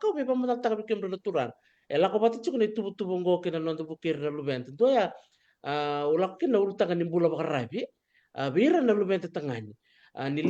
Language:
Fijian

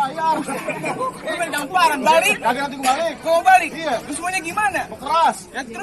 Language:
Betawi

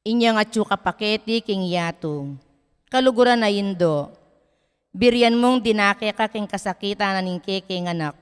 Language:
Pampanga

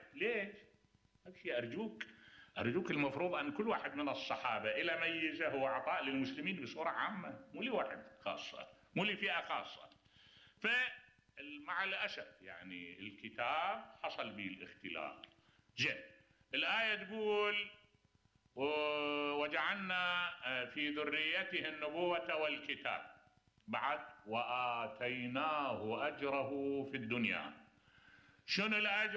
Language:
Mesopotamian Arabic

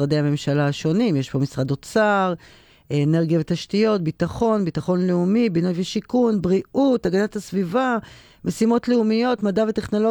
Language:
Hebrew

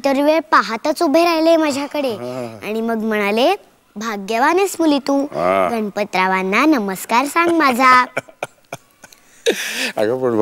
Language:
Marathi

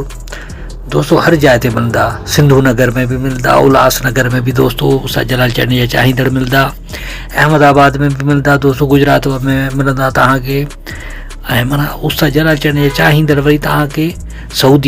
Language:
Sindhi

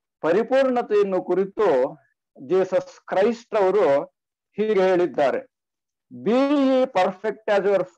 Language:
Kannada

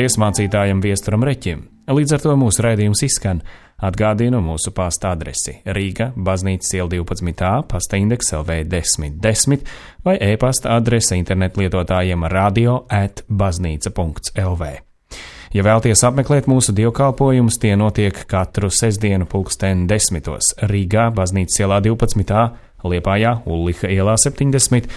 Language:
Latvian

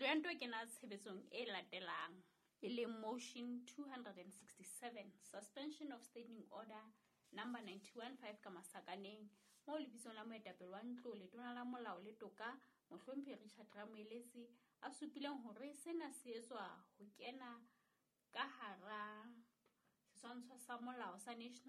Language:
Southern Sotho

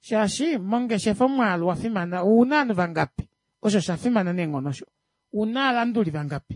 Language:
Kuanyama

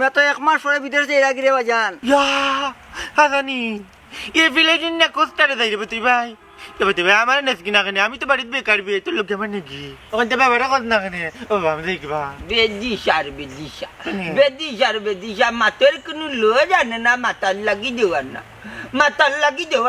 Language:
Sylheti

